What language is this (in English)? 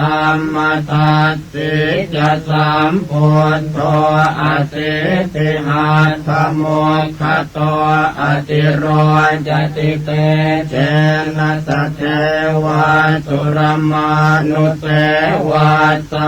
Pali